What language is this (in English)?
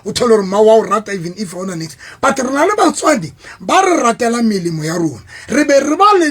Southern Sotho